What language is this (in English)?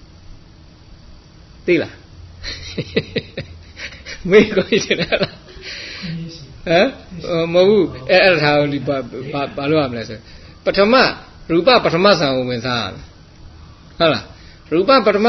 Burmese